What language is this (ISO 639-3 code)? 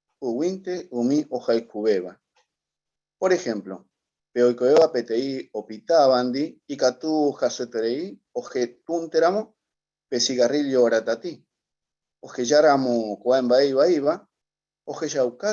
grn